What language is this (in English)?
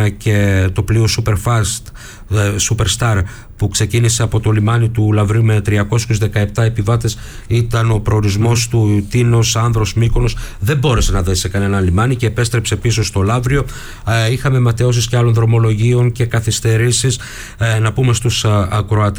Greek